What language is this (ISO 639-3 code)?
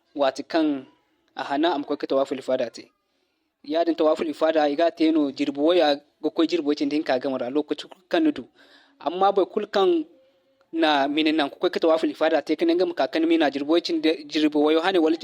dje